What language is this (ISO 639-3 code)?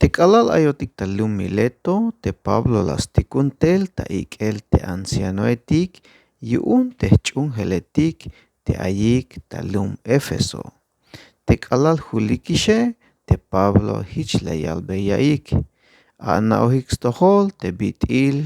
tzh